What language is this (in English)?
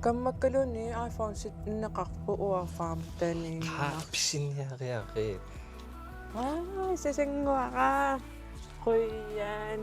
Kalaallisut